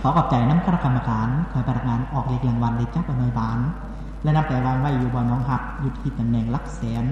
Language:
Lao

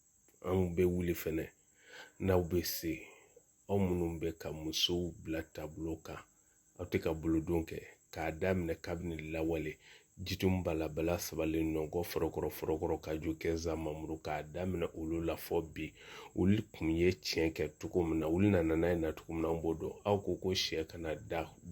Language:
Bambara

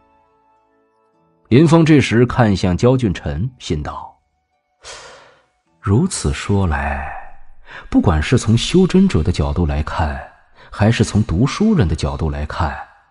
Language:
Chinese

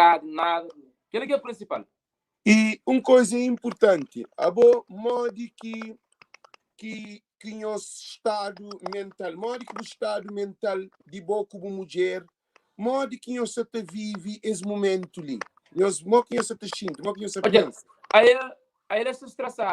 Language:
Kabuverdianu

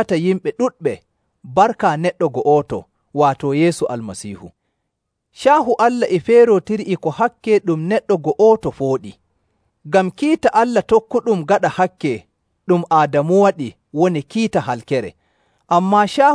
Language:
Nigerian Fulfulde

